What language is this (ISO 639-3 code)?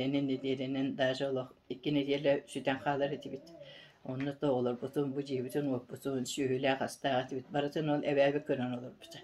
sah